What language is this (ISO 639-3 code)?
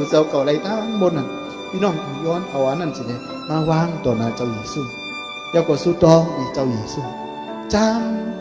shn